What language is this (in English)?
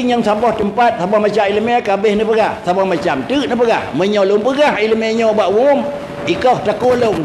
Achinese